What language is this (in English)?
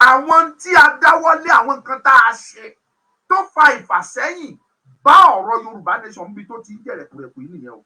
Yoruba